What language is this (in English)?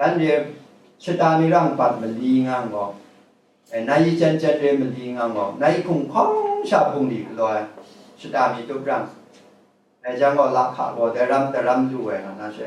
Kachin